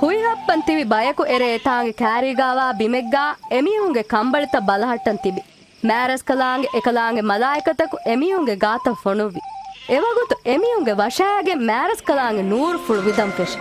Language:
Divehi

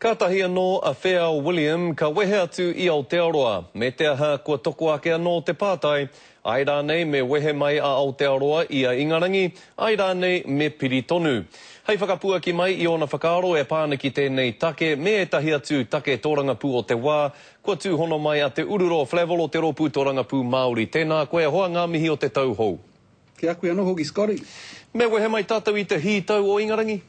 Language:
Māori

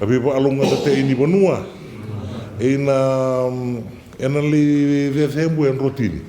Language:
Fijian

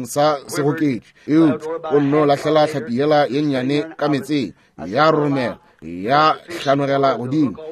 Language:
Northern Sotho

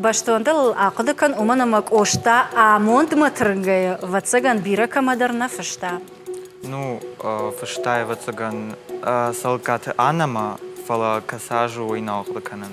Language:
Ossetic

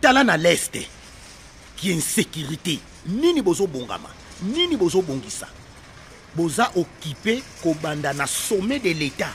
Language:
Lingala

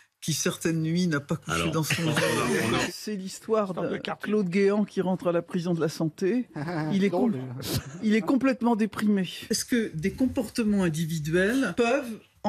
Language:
French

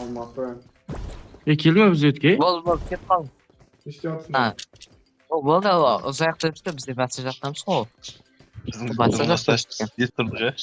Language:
Kara-Kalpak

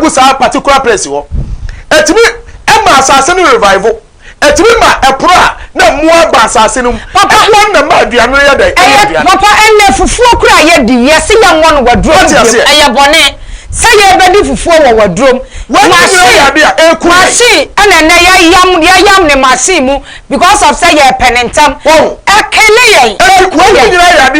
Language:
Akan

